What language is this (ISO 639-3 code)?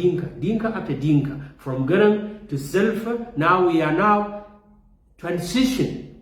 nus